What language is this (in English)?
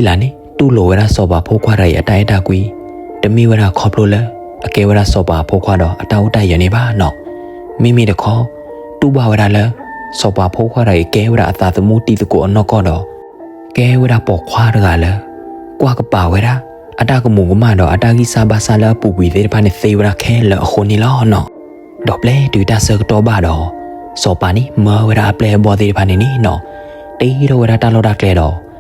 S'gaw Karen